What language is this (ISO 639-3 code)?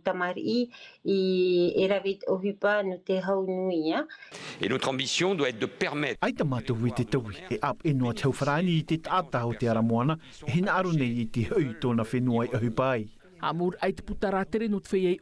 tah